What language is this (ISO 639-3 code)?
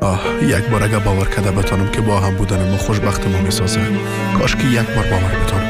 fas